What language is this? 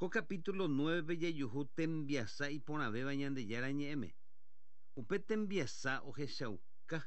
Guarani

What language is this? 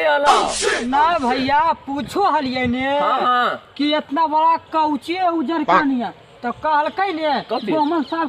Magahi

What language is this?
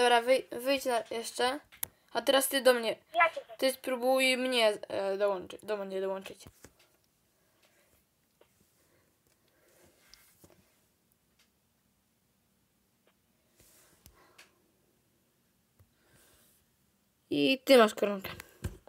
Polish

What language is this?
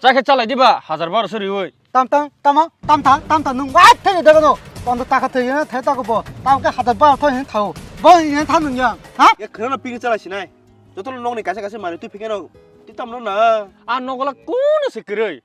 Kok Borok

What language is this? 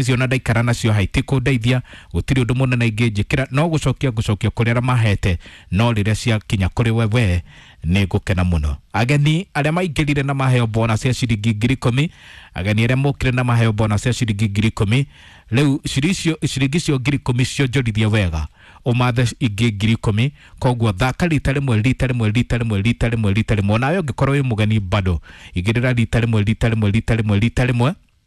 Kikuyu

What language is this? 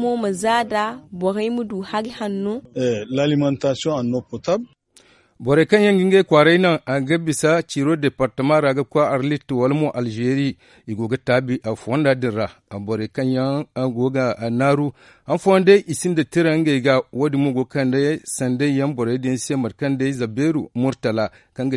Zarma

